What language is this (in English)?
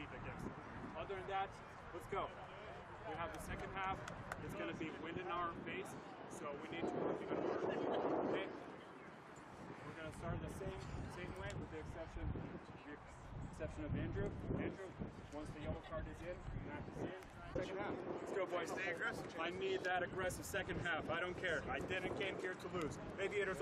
English